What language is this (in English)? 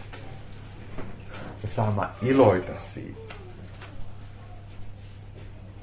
Finnish